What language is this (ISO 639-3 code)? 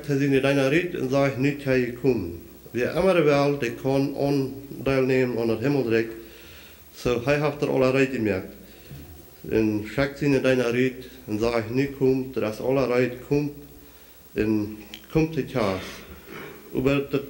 pdt